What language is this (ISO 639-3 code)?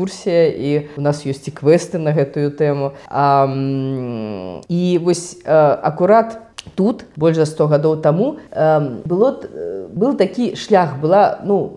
bel